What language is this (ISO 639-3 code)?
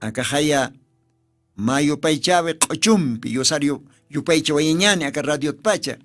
aym